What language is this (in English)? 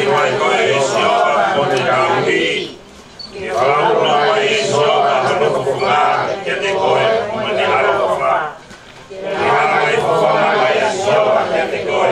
Tongan